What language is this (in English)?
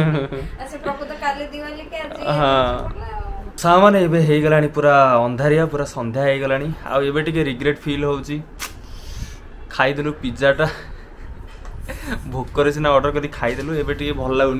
Odia